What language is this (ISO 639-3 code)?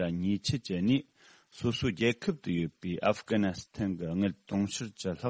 bod